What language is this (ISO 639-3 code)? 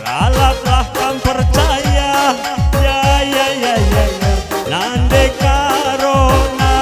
btx